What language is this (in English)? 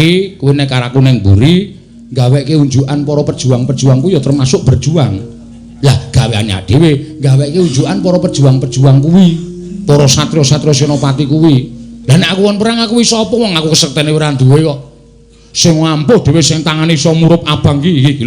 Javanese